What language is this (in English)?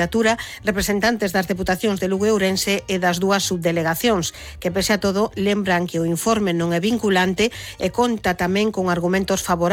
Galician